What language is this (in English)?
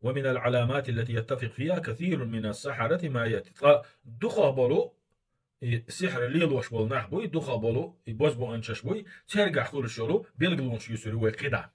Chechen